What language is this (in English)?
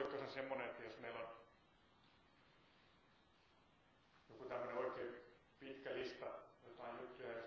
Finnish